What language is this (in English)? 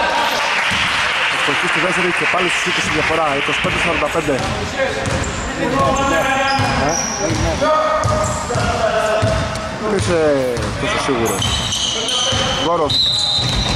Greek